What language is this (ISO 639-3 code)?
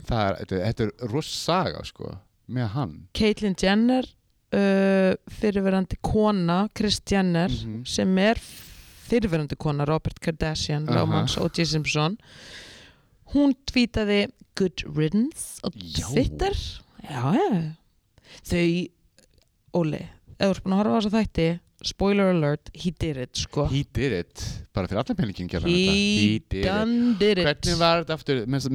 isl